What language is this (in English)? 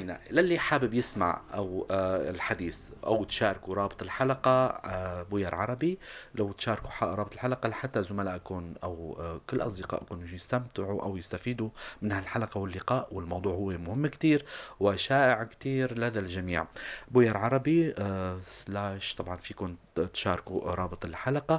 North Levantine Arabic